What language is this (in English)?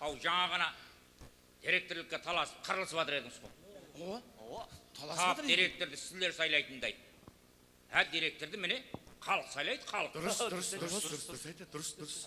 Kara-Kalpak